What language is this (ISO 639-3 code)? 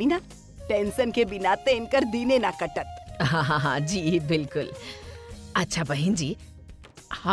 bho